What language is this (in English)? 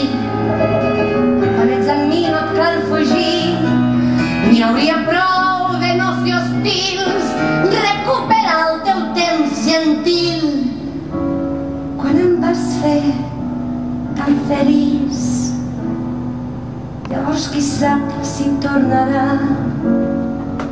Catalan